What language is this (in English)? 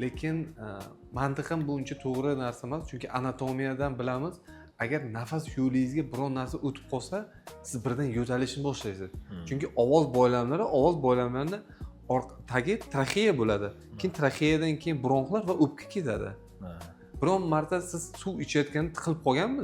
Uzbek